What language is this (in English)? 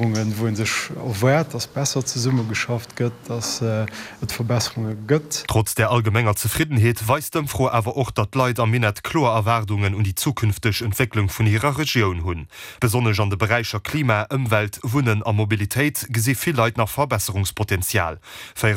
Luxembourgish